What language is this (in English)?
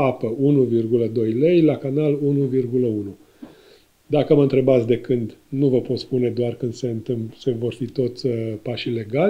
Romanian